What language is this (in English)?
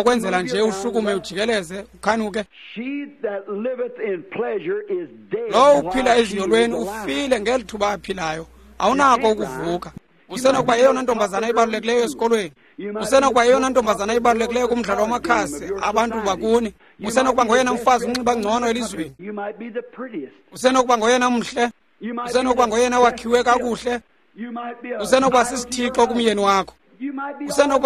Xhosa